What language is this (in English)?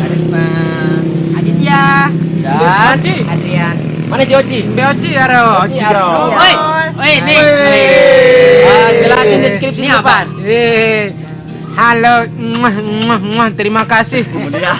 Sasak